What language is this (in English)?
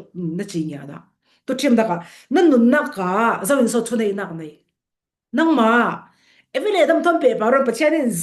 Falam Chin